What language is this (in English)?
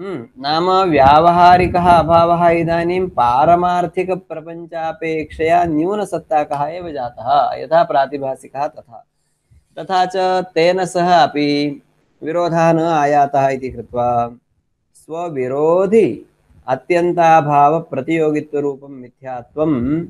Sanskrit